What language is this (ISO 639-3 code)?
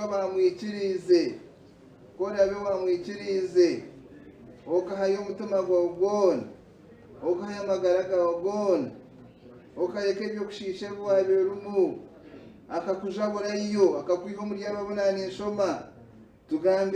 nyn